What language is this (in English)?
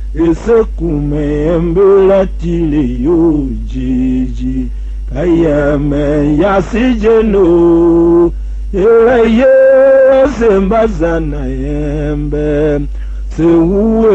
Tiv